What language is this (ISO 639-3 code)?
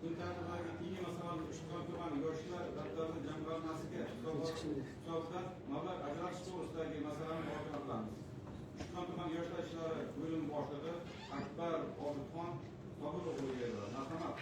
uzb